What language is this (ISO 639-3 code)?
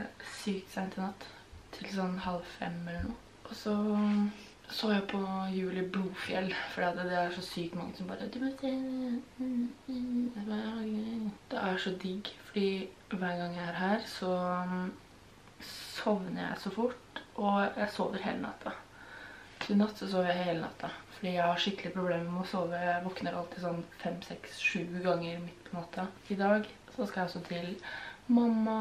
nor